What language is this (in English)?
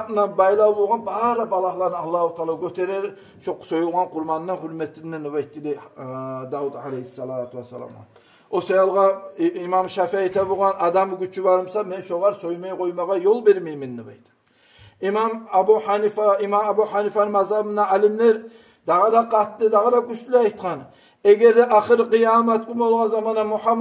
Kumyk